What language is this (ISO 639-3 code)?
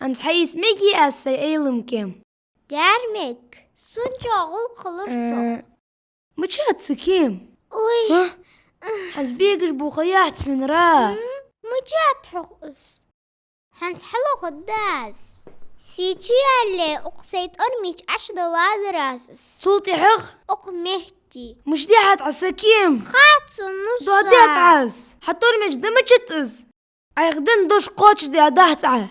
inh